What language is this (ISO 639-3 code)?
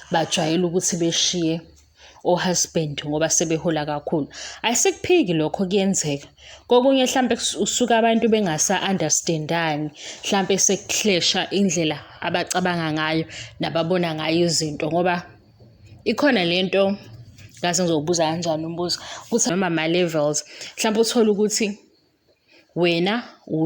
zul